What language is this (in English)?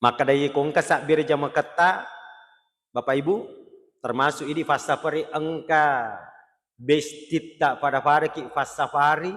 Buginese